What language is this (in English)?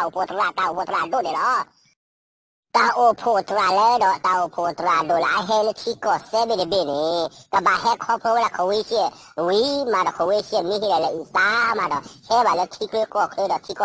S'gaw Karen